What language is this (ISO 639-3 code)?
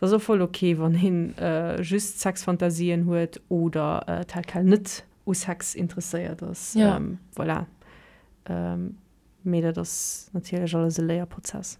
ltz